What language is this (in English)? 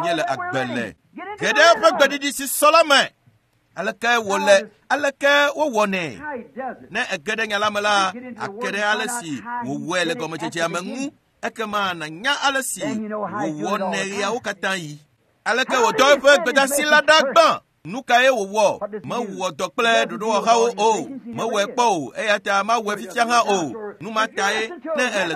Ewe